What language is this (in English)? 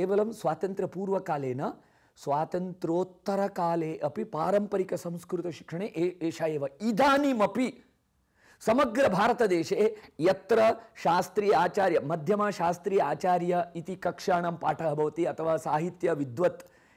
Sanskrit